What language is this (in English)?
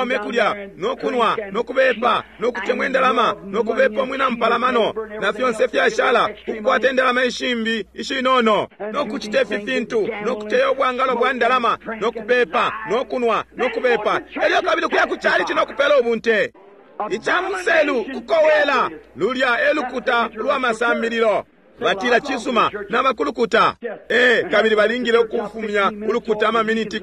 Bemba